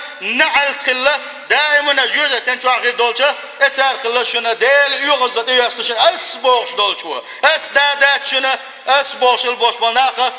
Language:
Chechen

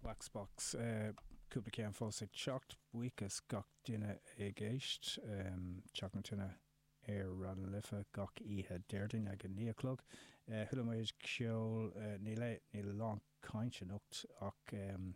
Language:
Irish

